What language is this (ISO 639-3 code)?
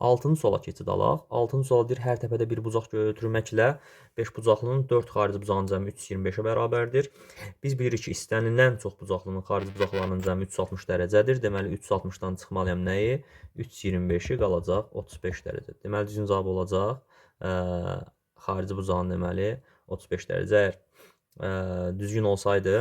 aze